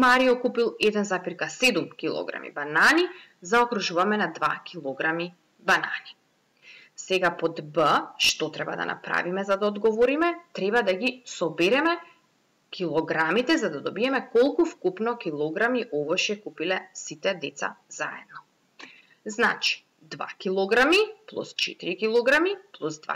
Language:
Macedonian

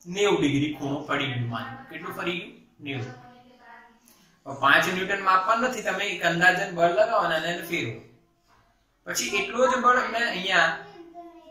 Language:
Gujarati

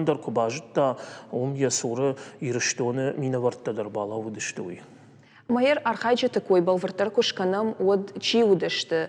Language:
Ossetic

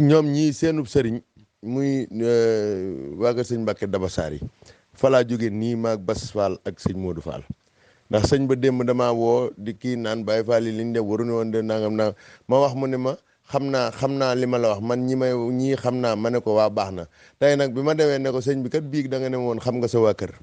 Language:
Wolof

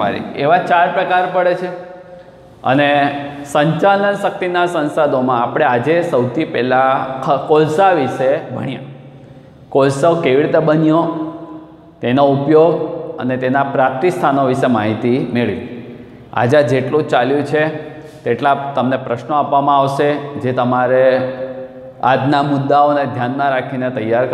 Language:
Gujarati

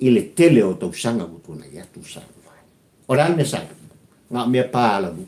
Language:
Samoan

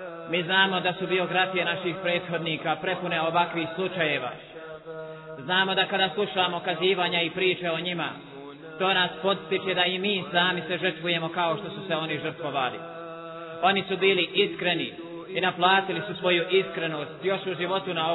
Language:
Bosnian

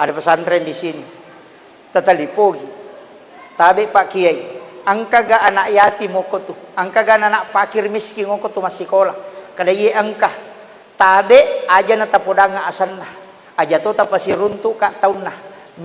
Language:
Buginese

